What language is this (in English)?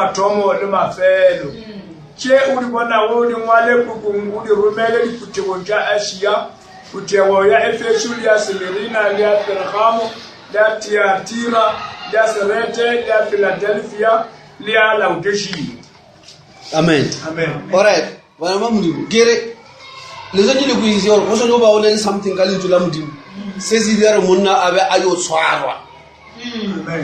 Northern Sotho